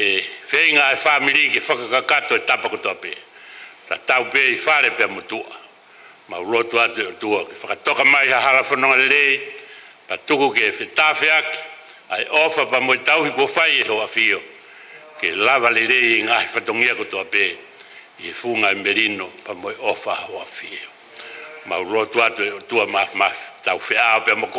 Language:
Tongan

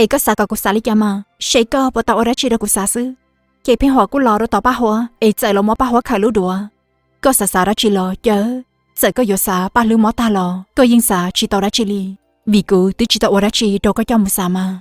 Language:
Hmong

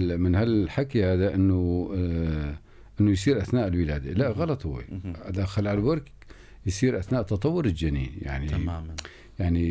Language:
North Levantine Arabic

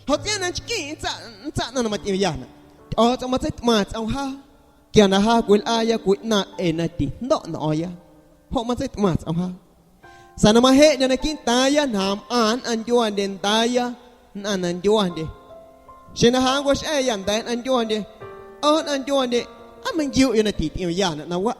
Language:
Guerrero Amuzgo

